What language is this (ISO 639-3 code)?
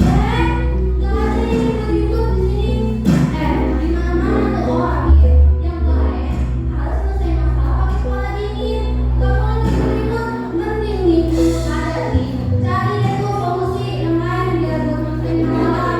bew